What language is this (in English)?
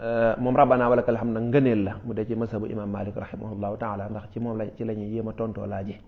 Wolof